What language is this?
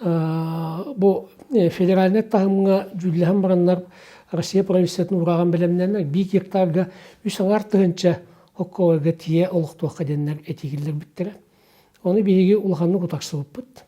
Yakut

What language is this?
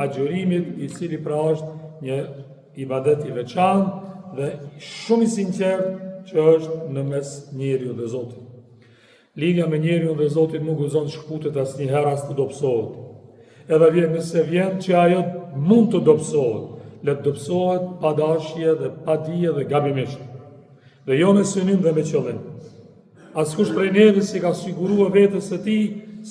Albanian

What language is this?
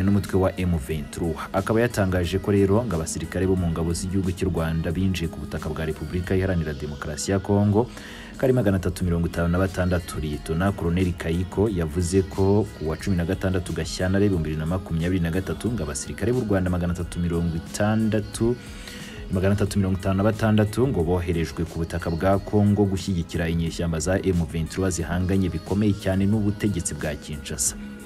Kinyarwanda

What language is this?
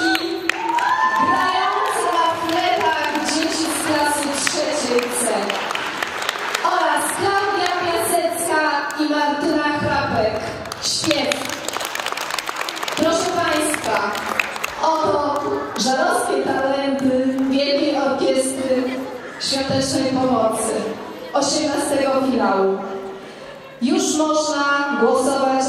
Polish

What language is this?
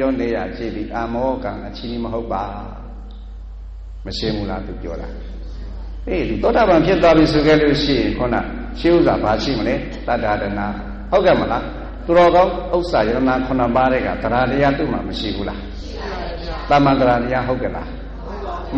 Burmese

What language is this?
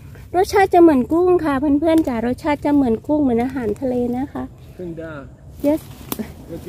Thai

